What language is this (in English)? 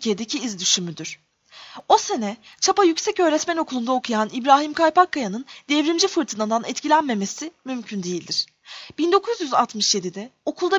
Turkish